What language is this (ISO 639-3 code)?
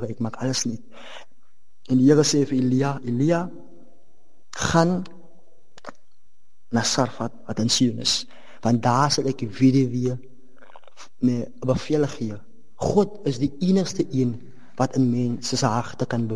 afr